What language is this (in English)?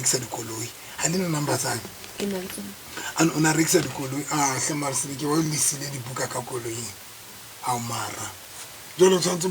Southern Sotho